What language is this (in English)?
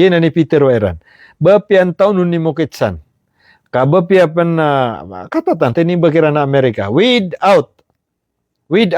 Maranao